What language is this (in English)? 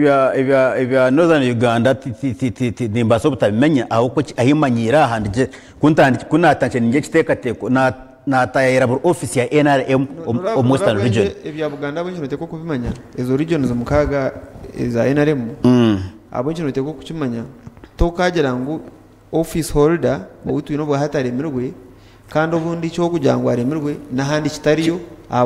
Nyankole